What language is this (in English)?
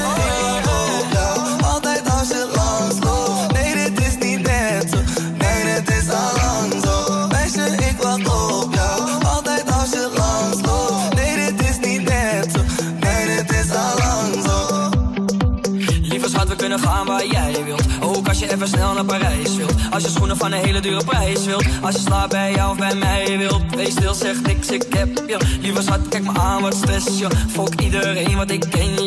Dutch